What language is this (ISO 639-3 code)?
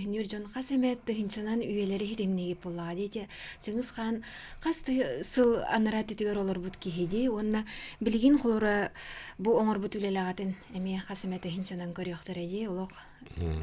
sah